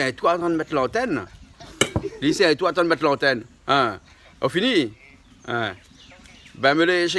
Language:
Réunion Creole French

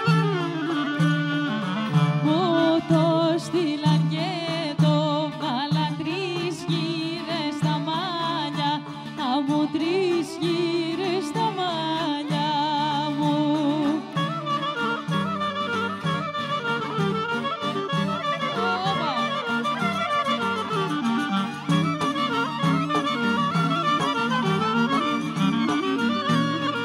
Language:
Greek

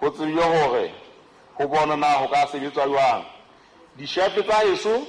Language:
Southern Sotho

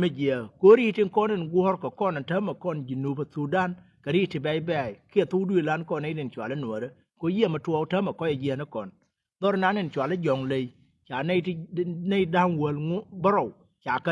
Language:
Nuer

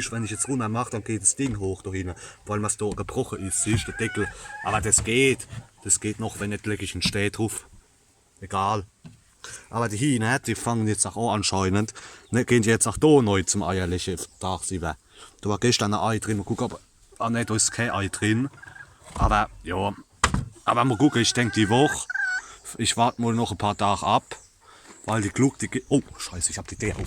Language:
Palatine German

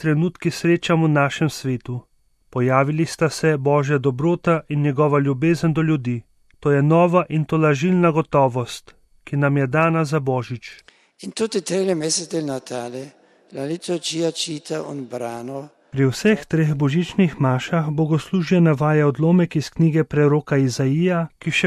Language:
Slovenian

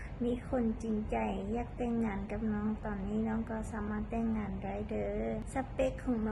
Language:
Lao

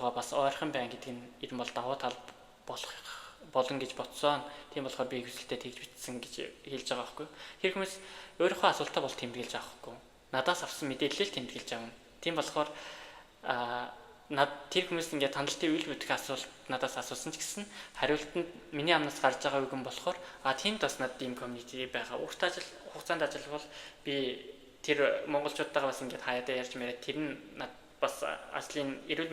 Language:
Mongolian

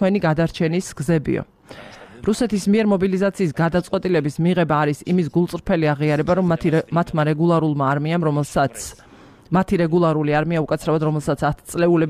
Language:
Georgian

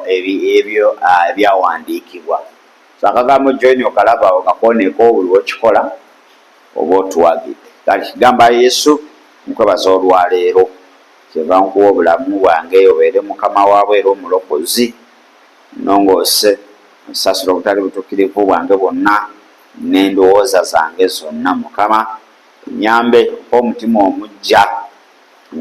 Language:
Ganda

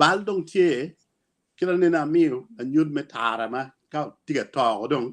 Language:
Acoli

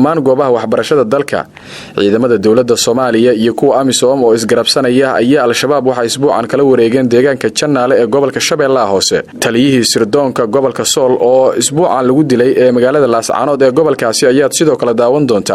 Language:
Somali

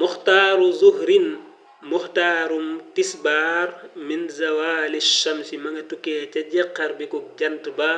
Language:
Wolof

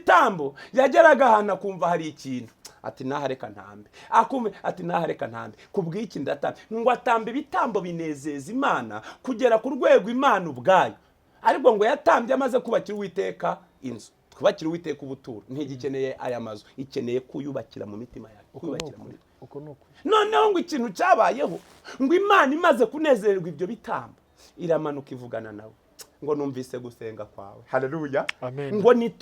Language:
Kinyarwanda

